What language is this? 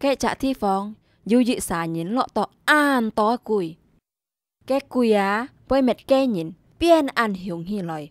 Hakka Chinese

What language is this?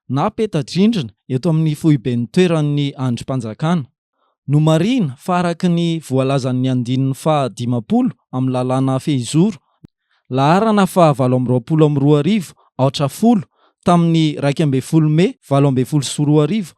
Malagasy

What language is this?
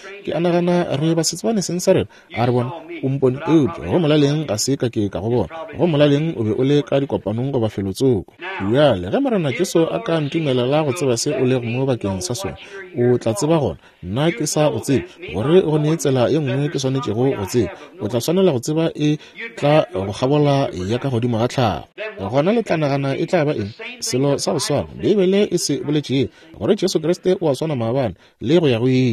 Northern Sotho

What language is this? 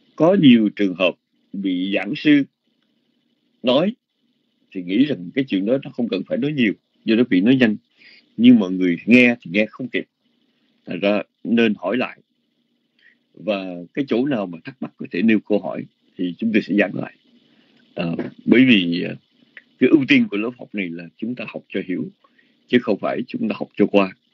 Vietnamese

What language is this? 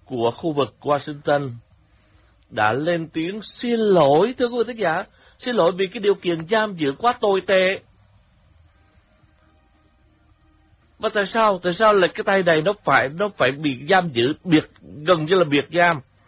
Vietnamese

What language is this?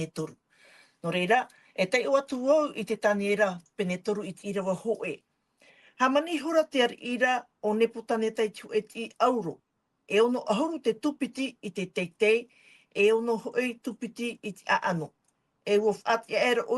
Tahitian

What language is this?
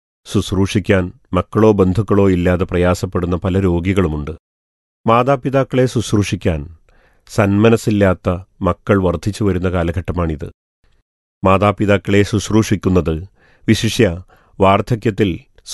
Malayalam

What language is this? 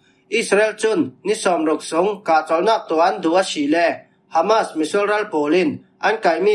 Falam Chin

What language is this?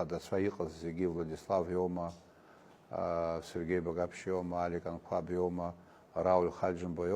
Abkhazian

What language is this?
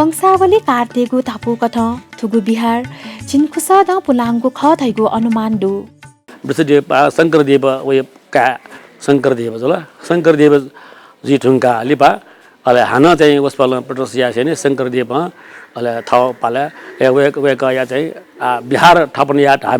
Newari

